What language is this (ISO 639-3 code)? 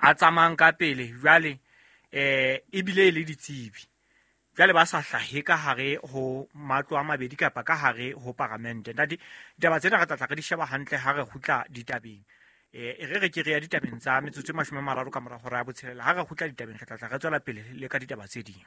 sot